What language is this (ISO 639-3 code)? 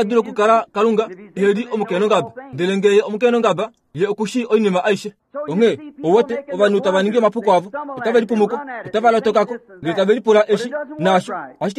kua